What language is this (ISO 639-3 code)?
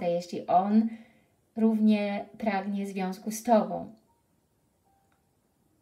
pol